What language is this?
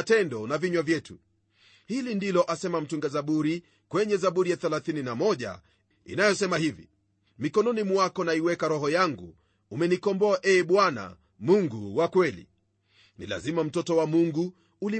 Swahili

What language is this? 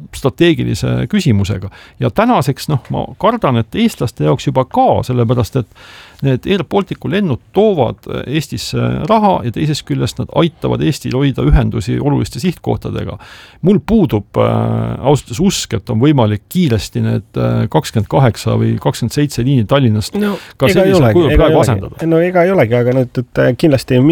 Estonian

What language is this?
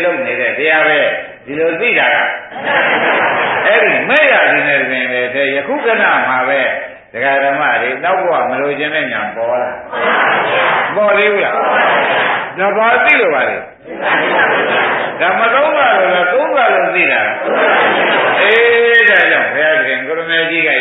Burmese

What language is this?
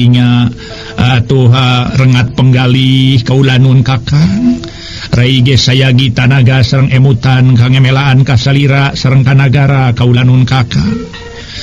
Sundanese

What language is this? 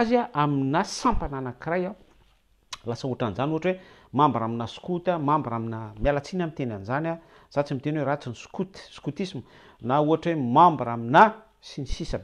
Malagasy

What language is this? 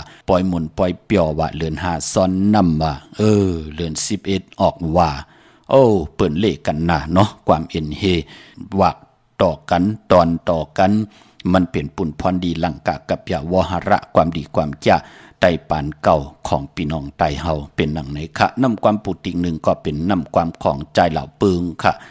Shan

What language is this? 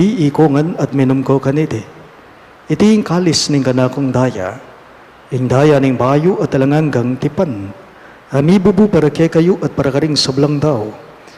Pampanga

